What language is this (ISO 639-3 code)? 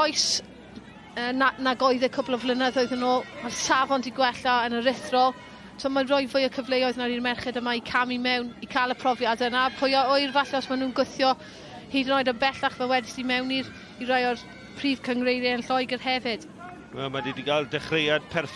cym